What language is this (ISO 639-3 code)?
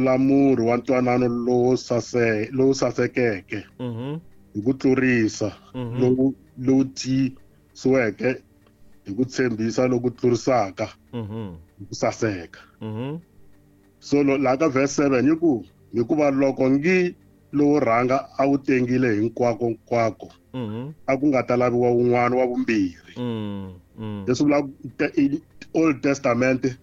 tso